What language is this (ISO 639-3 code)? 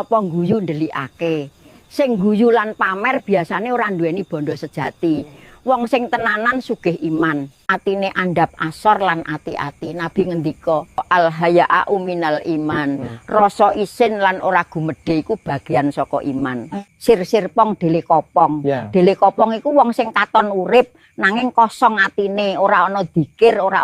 jav